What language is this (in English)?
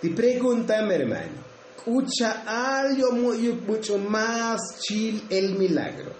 Tzotzil